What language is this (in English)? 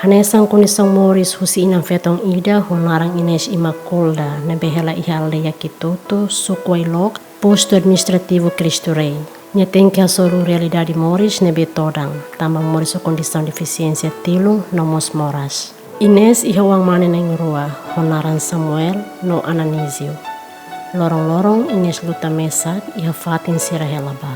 Tetum